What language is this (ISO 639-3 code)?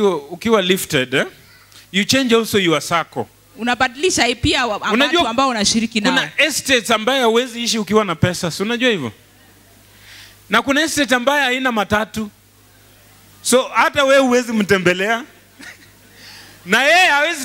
swa